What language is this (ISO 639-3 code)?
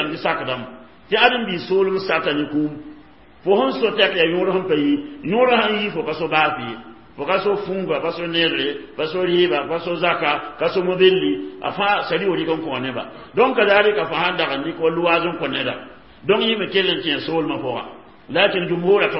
mos